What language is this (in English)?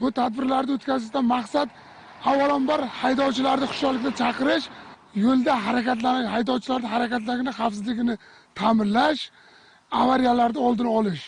Uzbek